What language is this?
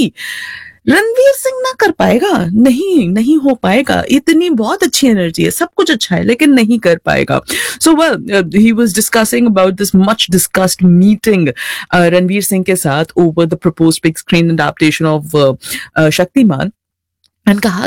Hindi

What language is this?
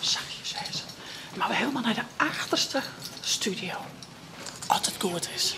Western Frisian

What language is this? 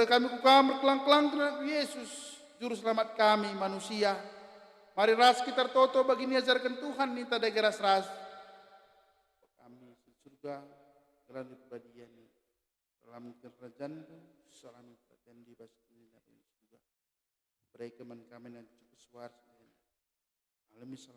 Batak Karo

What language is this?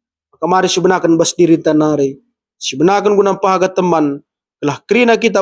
Batak Karo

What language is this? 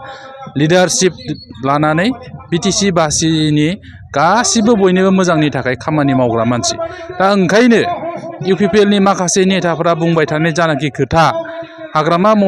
Bodo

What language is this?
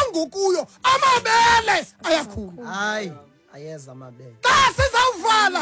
Xhosa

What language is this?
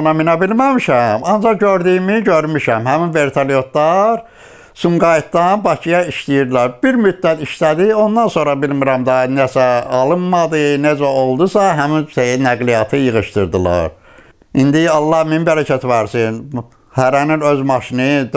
Azerbaijani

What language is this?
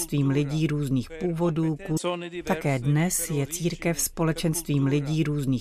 Czech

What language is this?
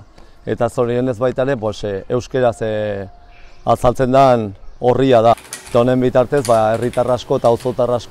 Basque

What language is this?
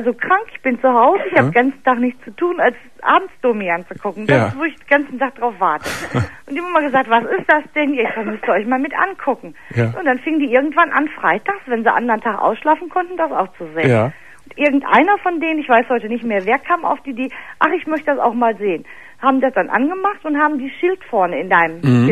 German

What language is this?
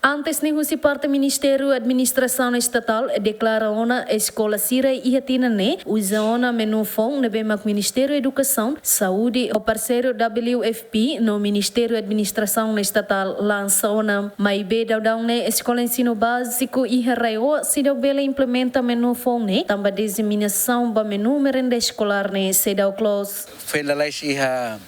Tetum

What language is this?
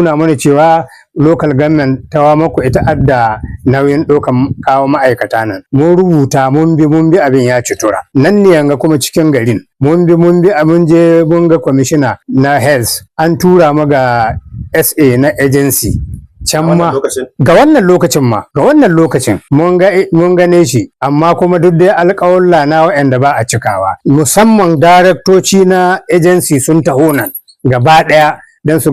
Hausa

